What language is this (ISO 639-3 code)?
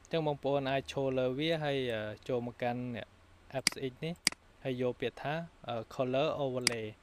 khm